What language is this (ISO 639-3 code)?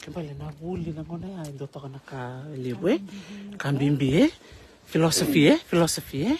fij